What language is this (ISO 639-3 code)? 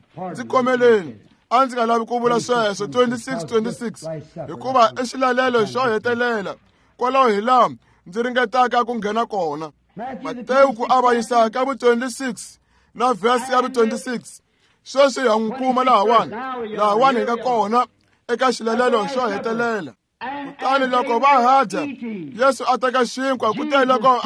tso